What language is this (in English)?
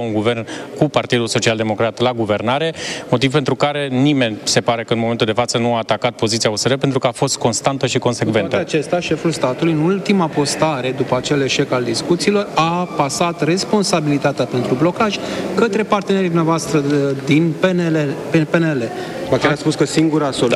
Romanian